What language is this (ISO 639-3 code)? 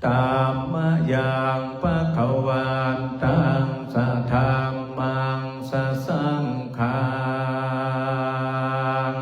pli